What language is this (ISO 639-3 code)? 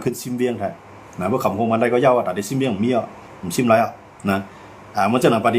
shn